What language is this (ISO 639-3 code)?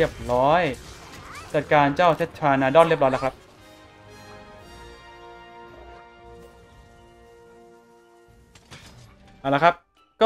tha